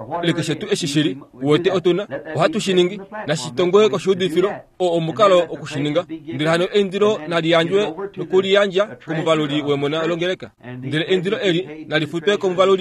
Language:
Kuanyama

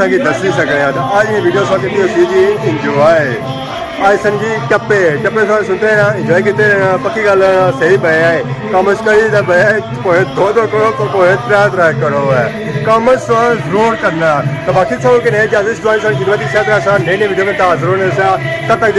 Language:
Pahari-Potwari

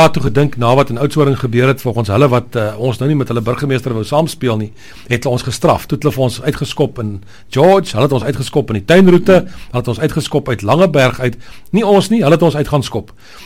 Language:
Afrikaans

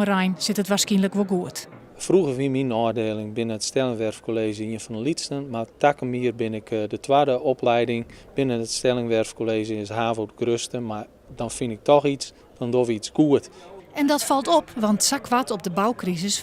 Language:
Western Frisian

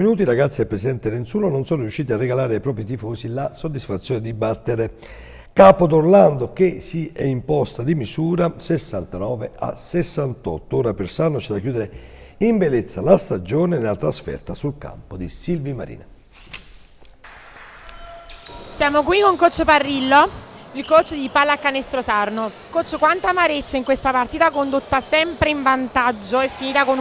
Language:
Italian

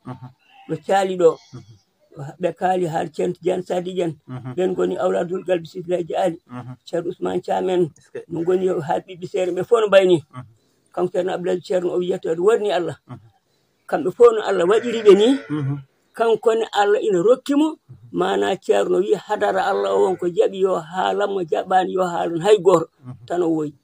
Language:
Fula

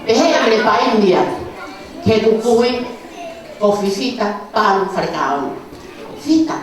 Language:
Tongan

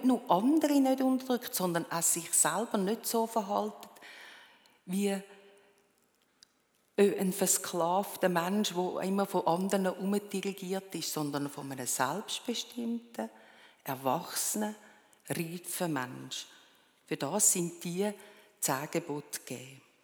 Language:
German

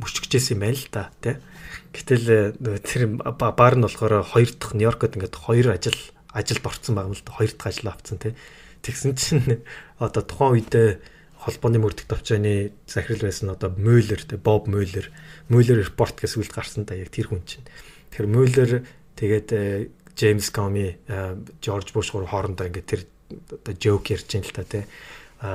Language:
Mongolian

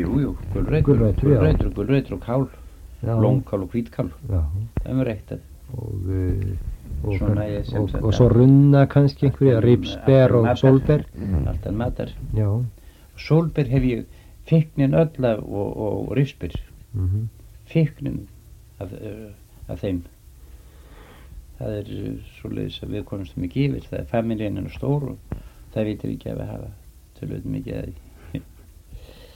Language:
Icelandic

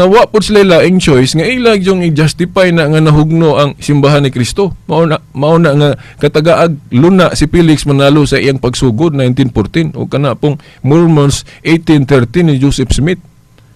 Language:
Cebuano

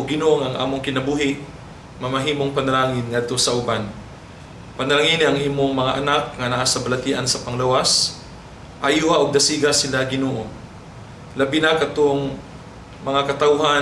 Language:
Cebuano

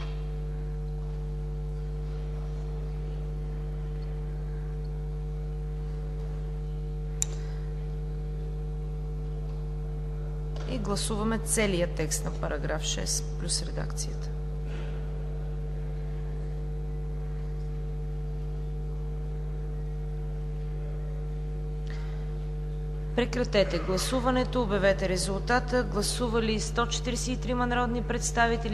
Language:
Bulgarian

